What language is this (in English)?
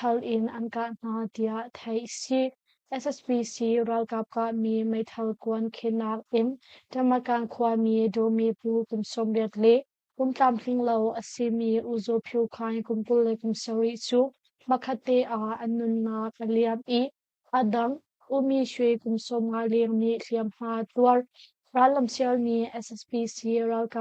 Hakha Chin